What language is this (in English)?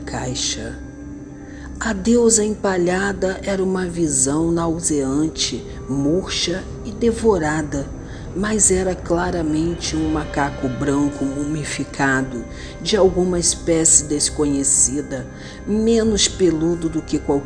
Portuguese